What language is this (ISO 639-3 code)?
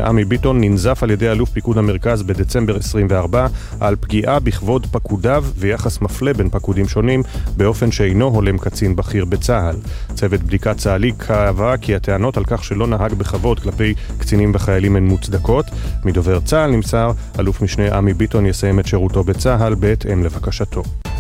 heb